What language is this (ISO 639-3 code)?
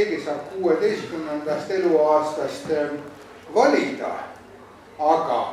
est